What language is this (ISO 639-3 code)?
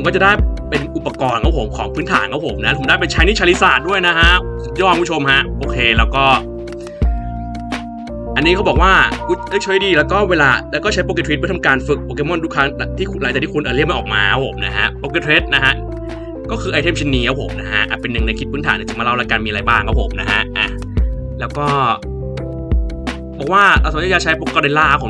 tha